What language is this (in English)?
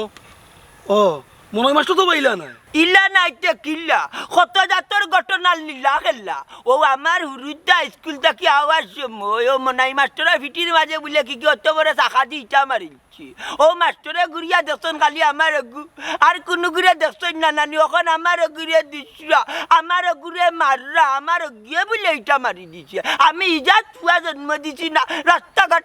Sylheti